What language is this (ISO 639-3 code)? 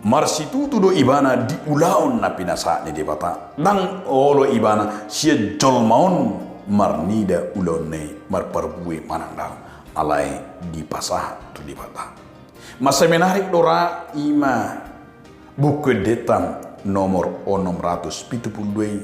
bbc